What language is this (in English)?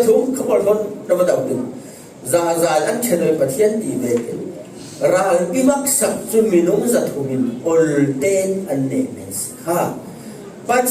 Falam Chin